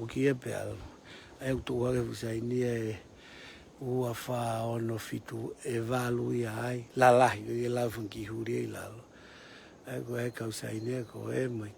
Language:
Tongan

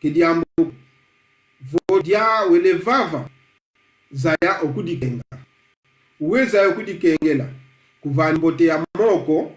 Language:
Kongo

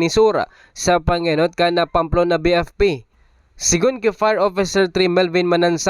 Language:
Bikol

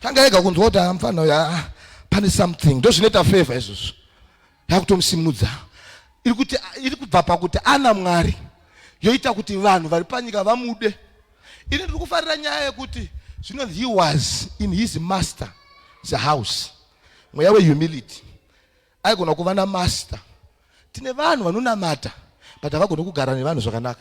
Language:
Shona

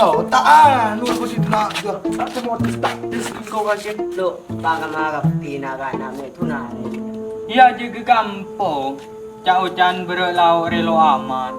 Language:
Madurese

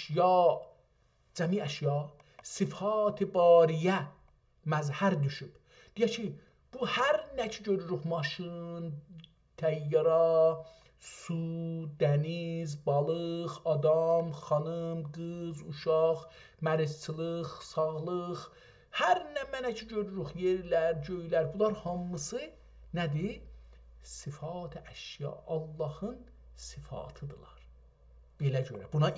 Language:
South Azerbaijani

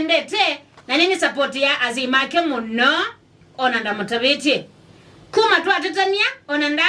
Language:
Kamba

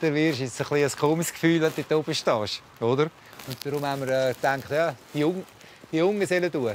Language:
Swiss German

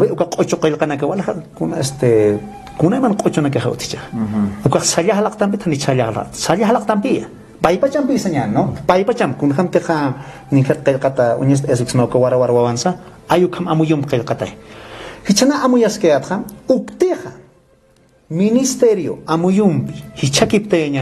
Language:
Aymara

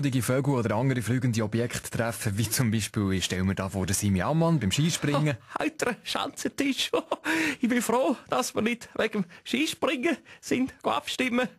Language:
Swiss German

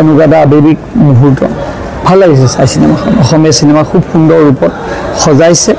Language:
Assamese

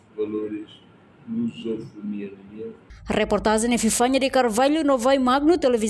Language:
Tetum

